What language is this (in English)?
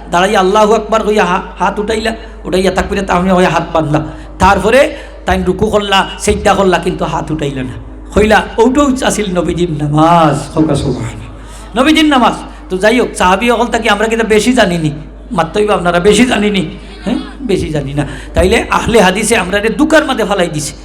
Sylheti